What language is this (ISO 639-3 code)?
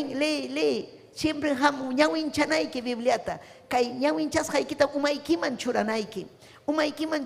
quy